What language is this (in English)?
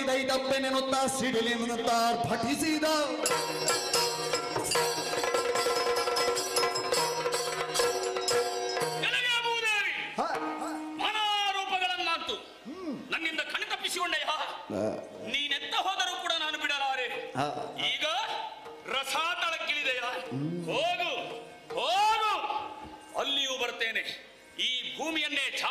Kannada